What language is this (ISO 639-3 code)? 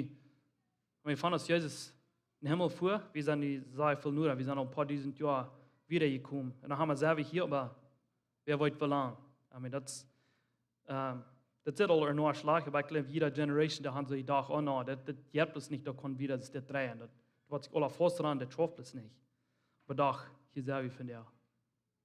pdt